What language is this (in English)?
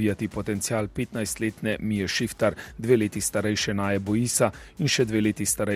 Slovenian